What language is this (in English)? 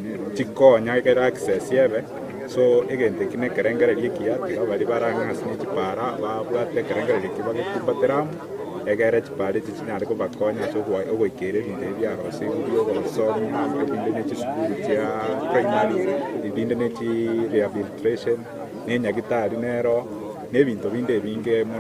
Gusii